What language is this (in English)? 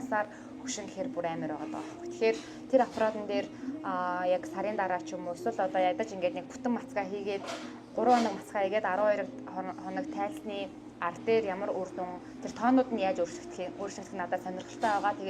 Mongolian